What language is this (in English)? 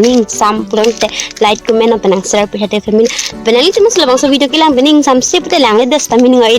Karbi